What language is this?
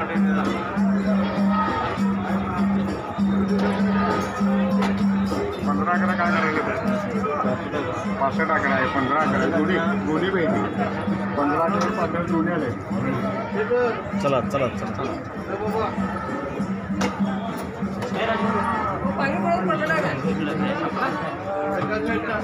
Marathi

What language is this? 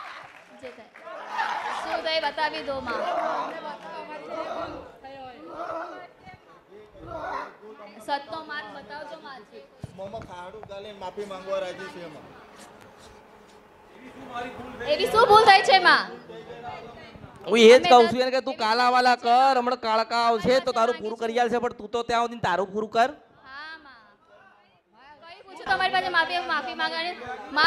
Gujarati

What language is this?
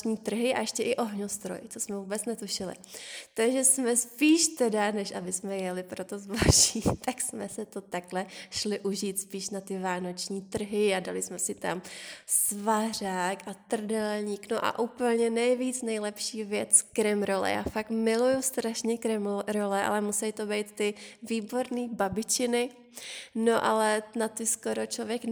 Czech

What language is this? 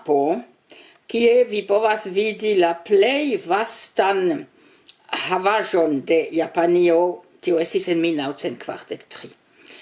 Esperanto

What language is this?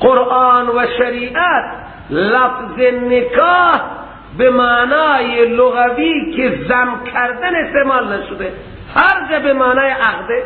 Persian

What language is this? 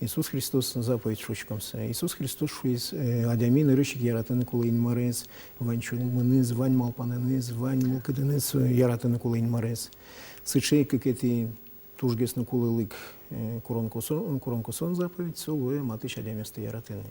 Udmurt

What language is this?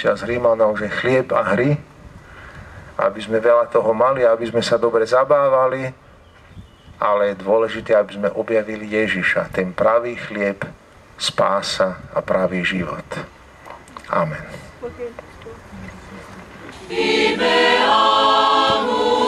Slovak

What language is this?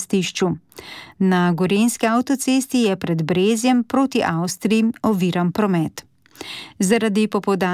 Slovenian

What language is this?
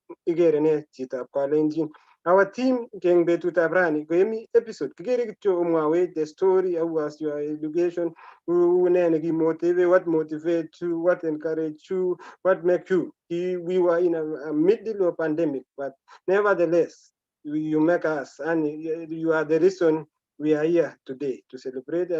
Kalenjin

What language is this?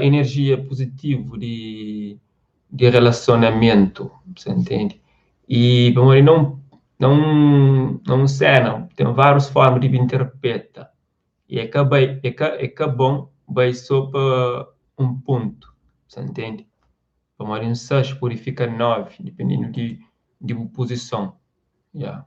Kabuverdianu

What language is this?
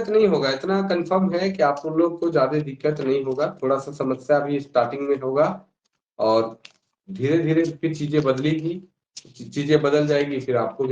Sadri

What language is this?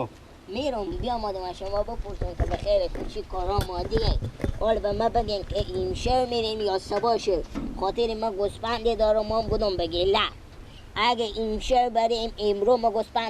Persian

